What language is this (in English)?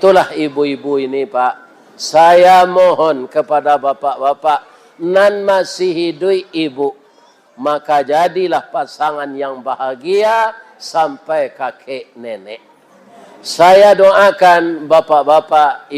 Minangkabau